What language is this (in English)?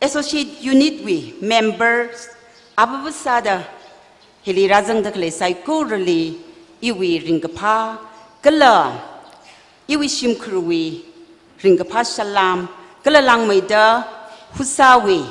Tangkhul Naga (India)